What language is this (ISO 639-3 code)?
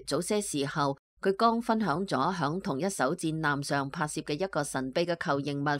yue